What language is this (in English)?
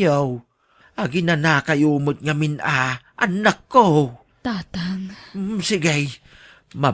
Iloko